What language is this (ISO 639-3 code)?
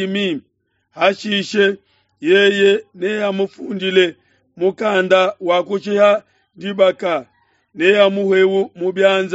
lua